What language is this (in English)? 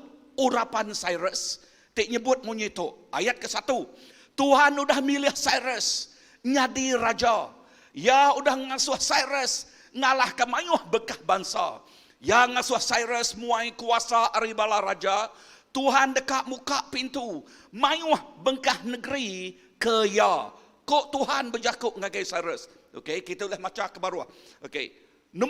Iban